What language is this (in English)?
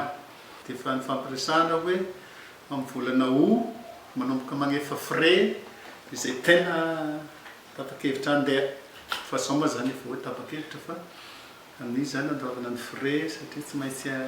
Malagasy